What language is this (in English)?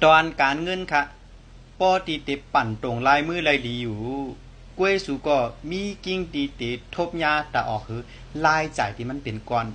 Shan